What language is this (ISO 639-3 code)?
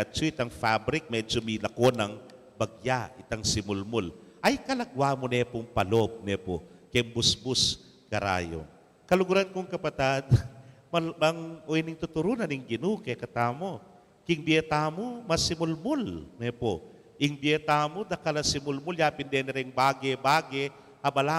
pam